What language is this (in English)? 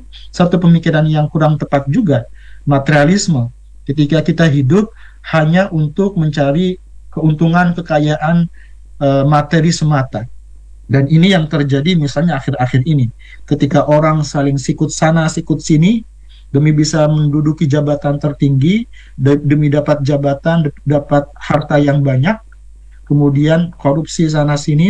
Indonesian